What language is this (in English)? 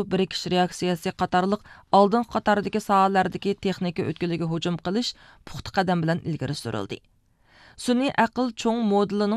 Uyghur